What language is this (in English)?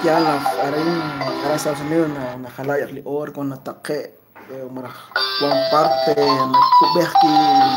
Kekchí